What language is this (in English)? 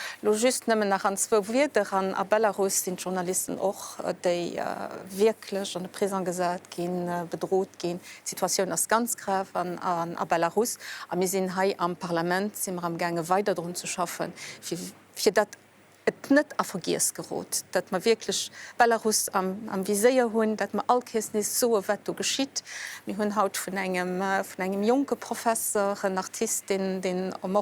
Luxembourgish